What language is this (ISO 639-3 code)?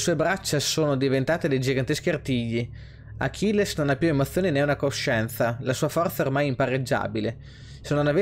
ita